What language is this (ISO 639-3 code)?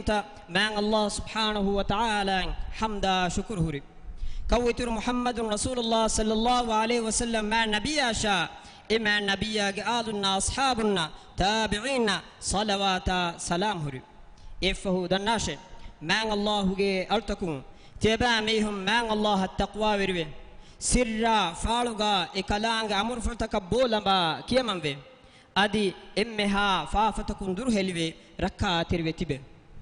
div